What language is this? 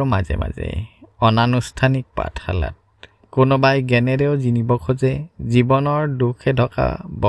Assamese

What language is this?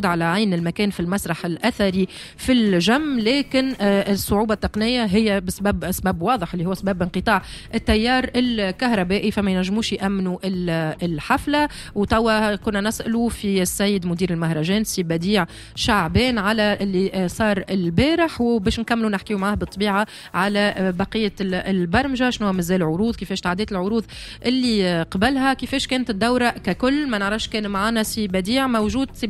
Tunisian Arabic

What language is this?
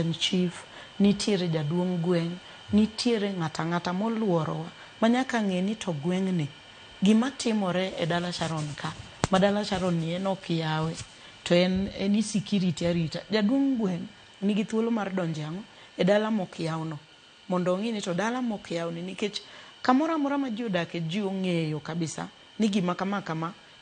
Luo (Kenya and Tanzania)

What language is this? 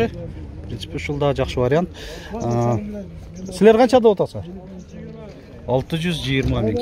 Kyrgyz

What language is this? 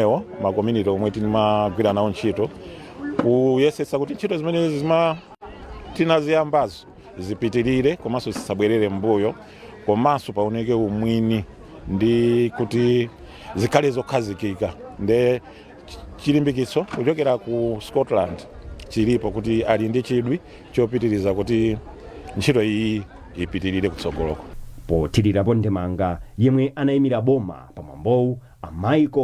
Nyanja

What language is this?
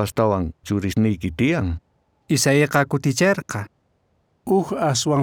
South Bolivian Quechua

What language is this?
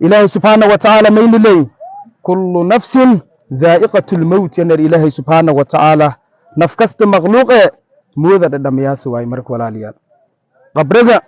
Somali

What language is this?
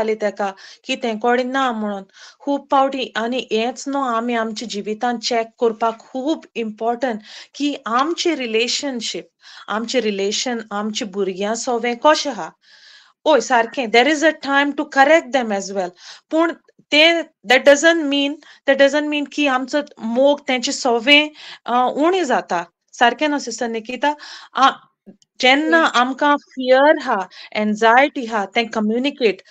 Konkani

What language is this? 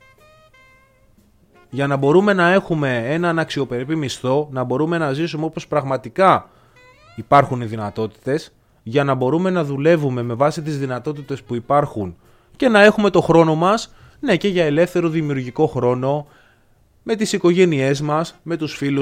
Greek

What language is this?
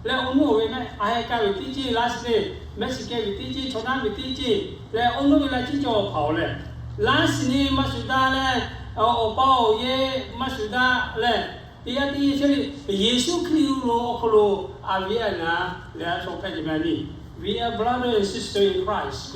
Lahu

